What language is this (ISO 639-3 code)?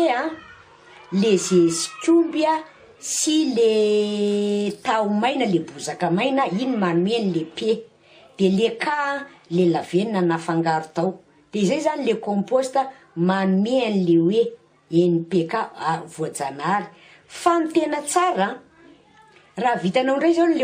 mlg